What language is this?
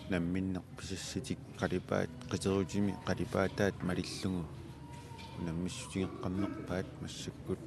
Kalaallisut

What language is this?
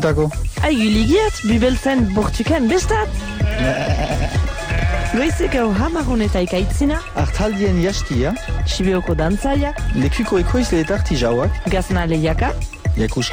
Basque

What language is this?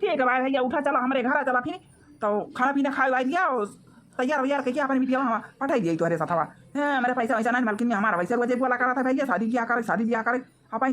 Awadhi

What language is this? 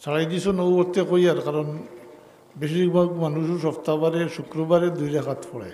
Sylheti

